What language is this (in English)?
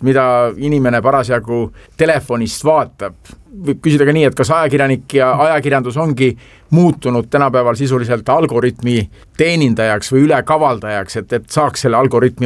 Estonian